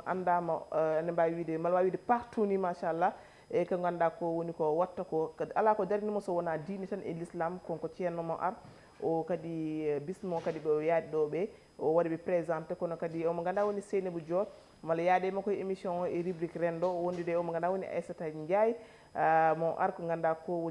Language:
Fula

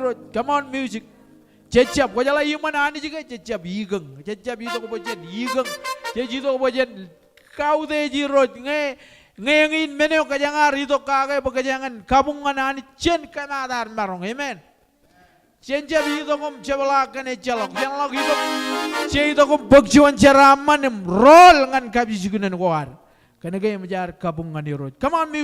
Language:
Marshallese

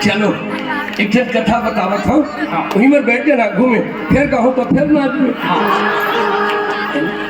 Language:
Chhattisgarhi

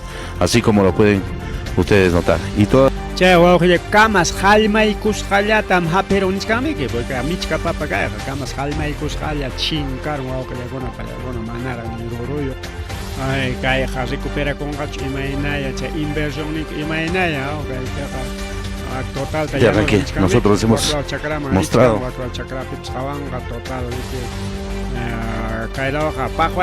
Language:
Ayacucho Quechua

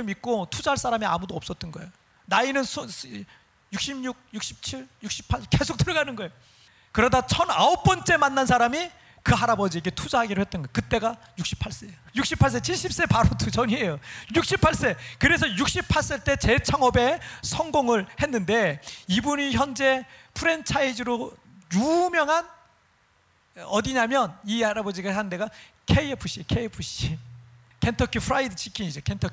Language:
Korean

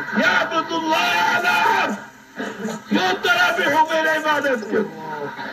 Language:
Zaza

